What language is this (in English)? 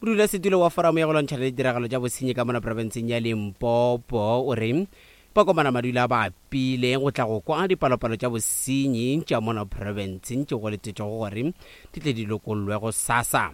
Northern Sotho